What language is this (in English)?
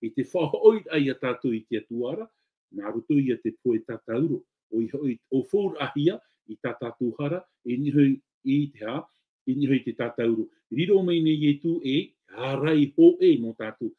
Tahitian